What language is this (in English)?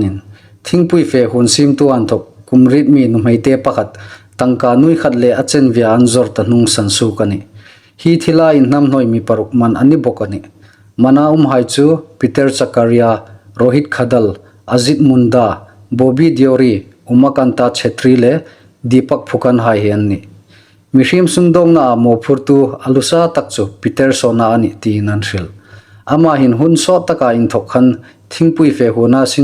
Hmar